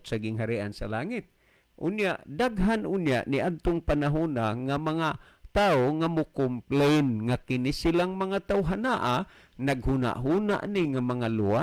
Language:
Cebuano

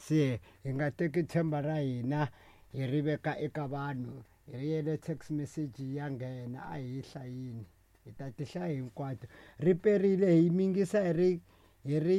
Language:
Tsonga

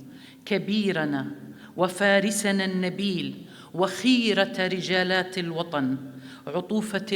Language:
North Levantine Arabic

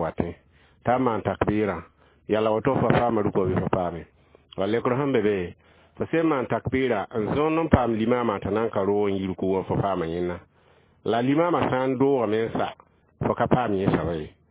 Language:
Mossi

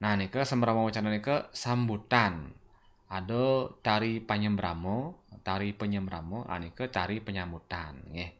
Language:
Balinese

